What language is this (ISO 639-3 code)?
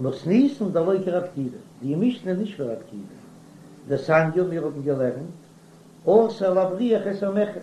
yid